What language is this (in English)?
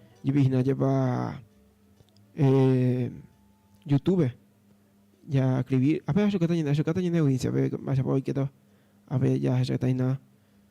Guarani